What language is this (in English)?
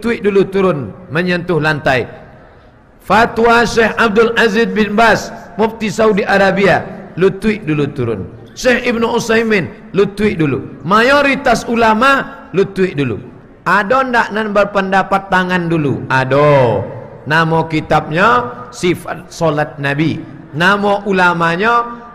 Minangkabau